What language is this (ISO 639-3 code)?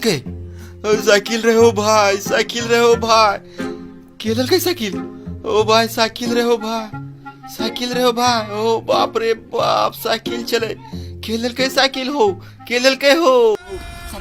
anp